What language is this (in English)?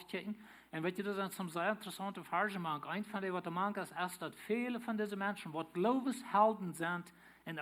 Plautdietsch